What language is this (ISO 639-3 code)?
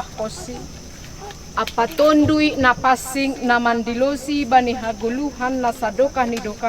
bts